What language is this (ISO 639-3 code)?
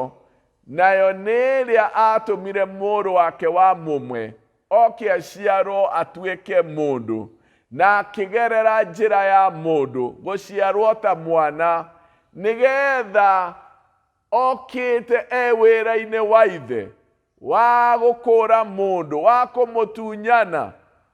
kik